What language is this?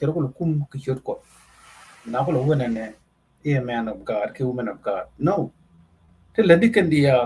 Nuer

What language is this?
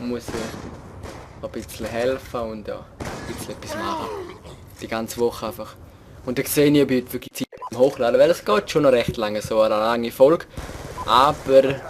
Swiss German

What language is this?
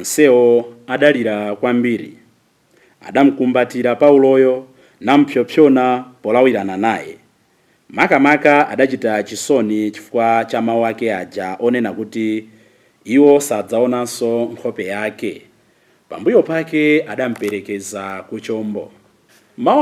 Nyanja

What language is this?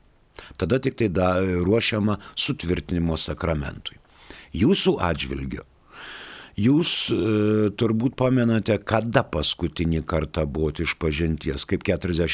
Lithuanian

